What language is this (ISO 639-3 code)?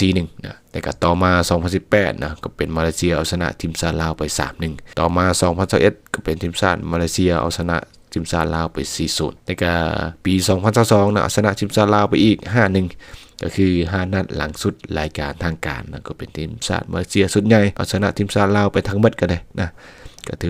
lao